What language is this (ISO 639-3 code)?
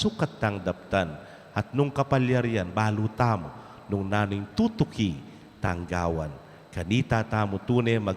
pam